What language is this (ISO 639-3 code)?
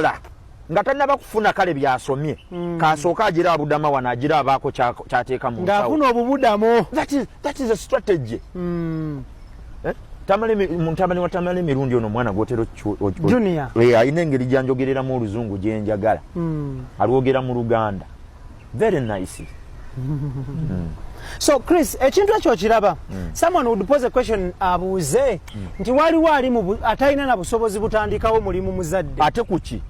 lug